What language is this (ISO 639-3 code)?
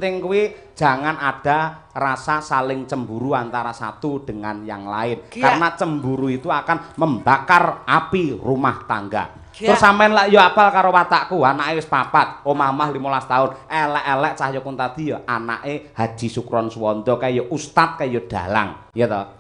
jav